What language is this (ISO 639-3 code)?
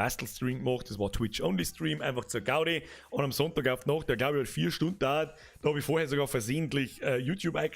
bar